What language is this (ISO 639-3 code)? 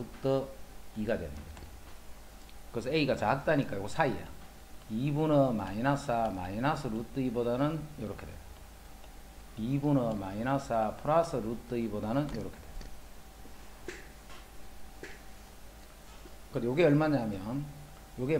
kor